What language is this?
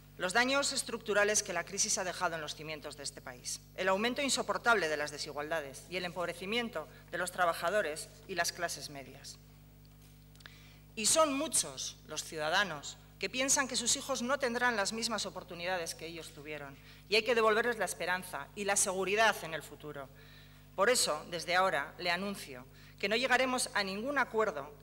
Spanish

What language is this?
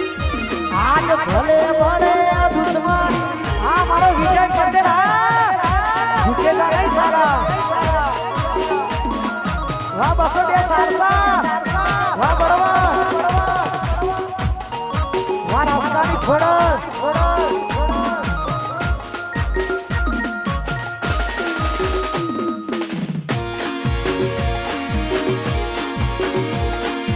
Gujarati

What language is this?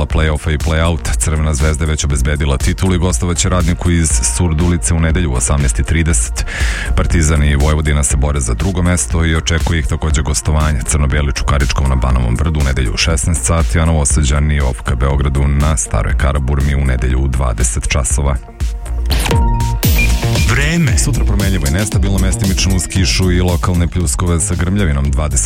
Serbian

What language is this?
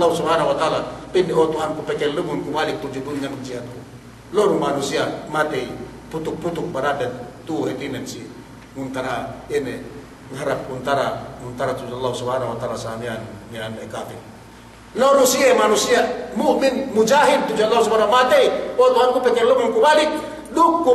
Yakan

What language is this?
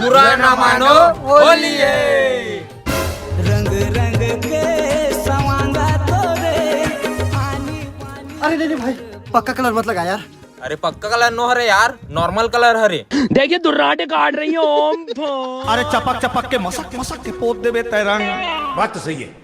Chhattisgarhi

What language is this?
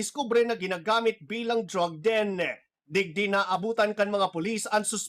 Bikol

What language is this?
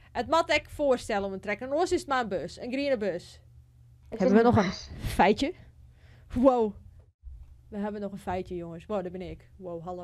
Western Frisian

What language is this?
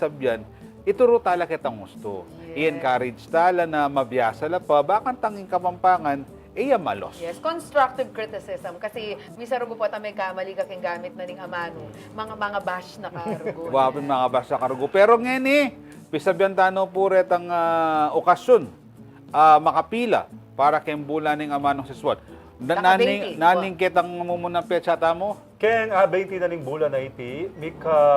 Pampanga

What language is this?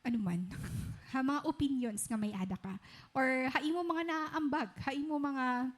Waray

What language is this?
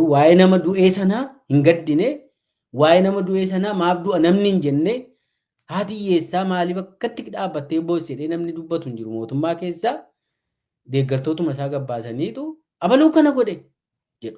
Oromo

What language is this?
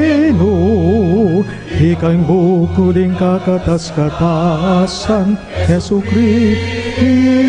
Pampanga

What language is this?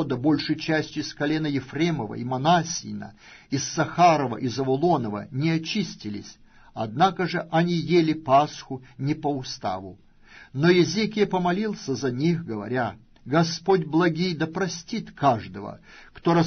Russian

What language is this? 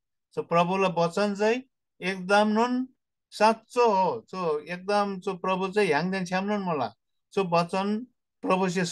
Eastern Tamang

